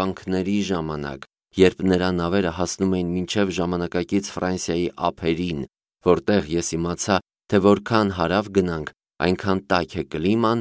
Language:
Armenian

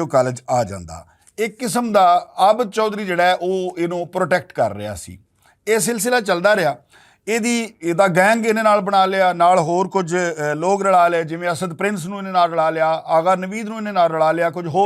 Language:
Western Panjabi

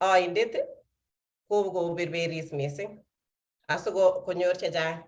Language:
Kalenjin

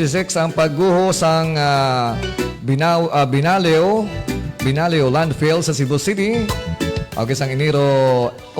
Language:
Hiligaynon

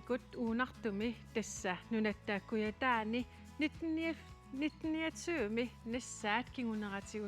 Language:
Kalaallisut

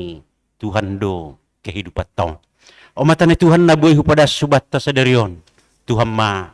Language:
Batak Simalungun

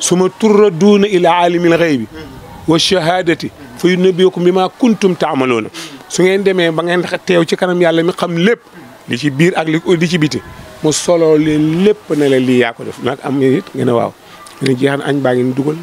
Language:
Wolof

